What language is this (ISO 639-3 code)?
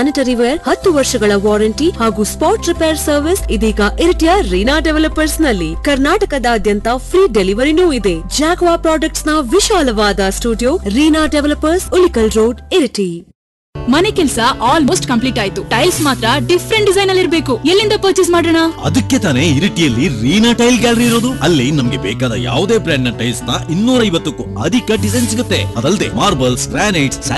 kan